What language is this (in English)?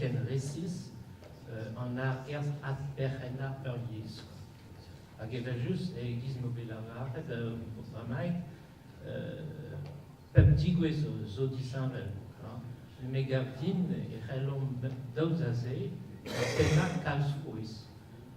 Breton